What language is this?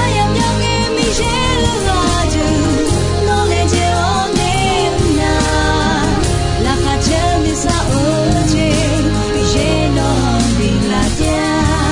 Akha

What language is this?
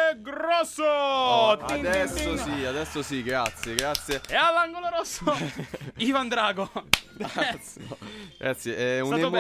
Italian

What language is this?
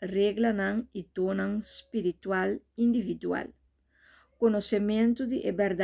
Papiamento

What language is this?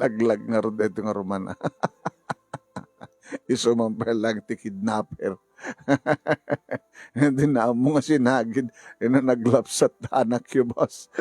Iloko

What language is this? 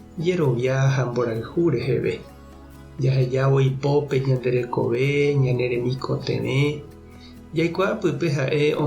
Guarani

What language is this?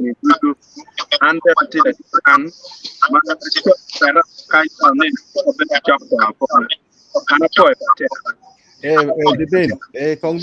Acoli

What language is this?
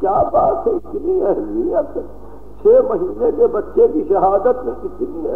Urdu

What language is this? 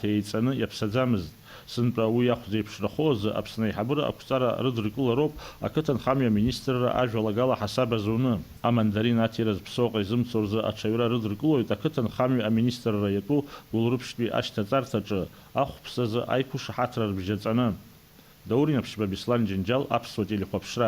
Abkhazian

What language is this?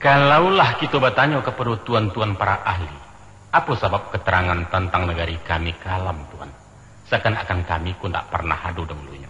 Minangkabau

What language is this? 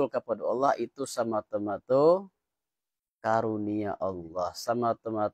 Minangkabau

